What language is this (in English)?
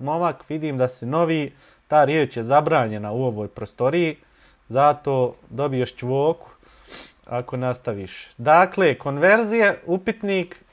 Bosnian